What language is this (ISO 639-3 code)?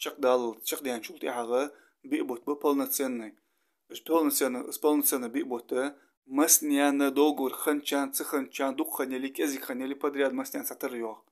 inh